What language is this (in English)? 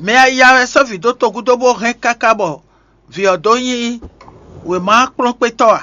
Fon